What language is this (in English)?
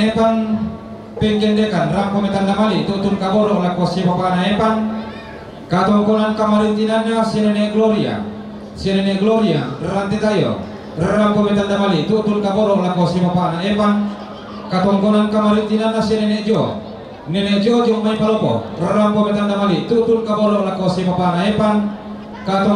Toraja-Sa'dan